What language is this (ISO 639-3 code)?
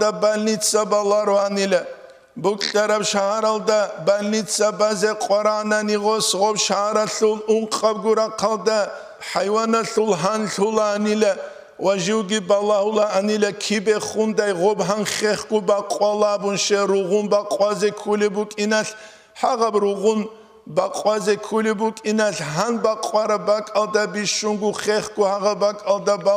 ava